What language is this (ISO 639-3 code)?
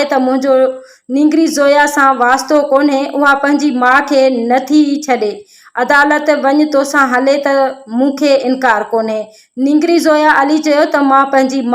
snd